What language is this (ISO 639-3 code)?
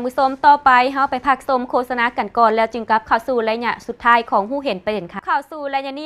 lao